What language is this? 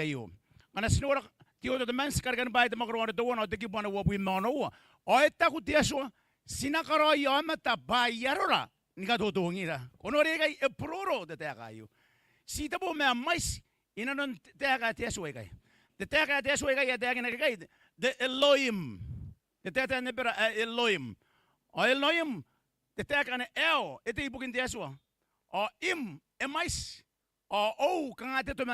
Gilbertese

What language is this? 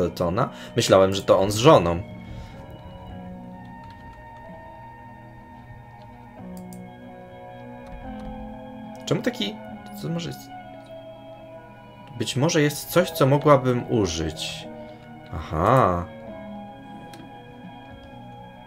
Polish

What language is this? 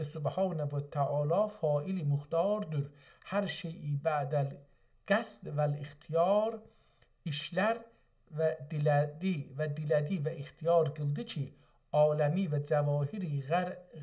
South Azerbaijani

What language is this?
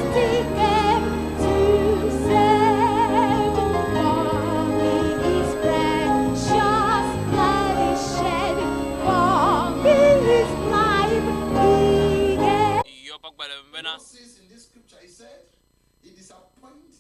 Ewe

